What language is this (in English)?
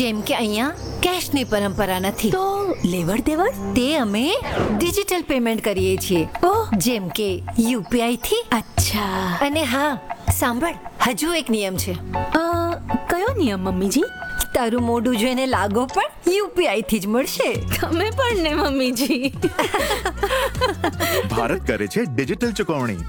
Gujarati